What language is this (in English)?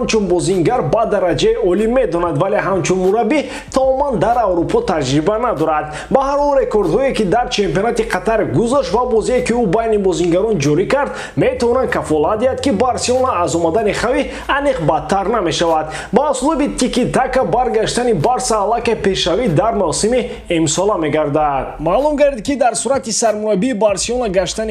Tajik